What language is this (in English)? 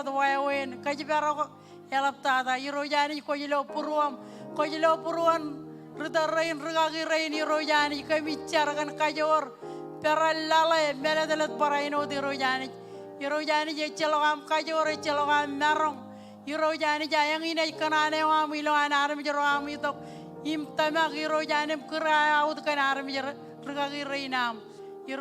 Marshallese